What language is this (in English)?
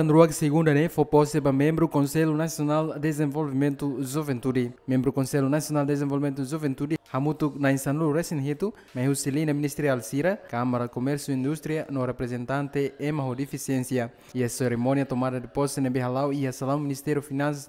Tetum